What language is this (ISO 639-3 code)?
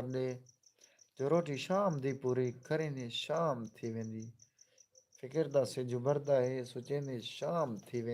skr